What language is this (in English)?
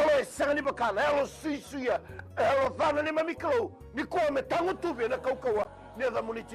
Fijian